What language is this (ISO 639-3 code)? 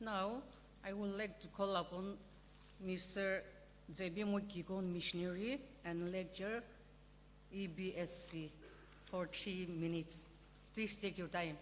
nsm